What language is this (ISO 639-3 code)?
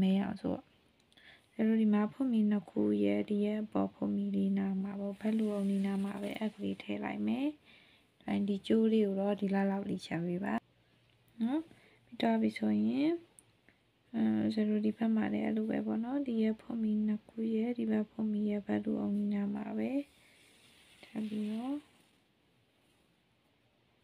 mya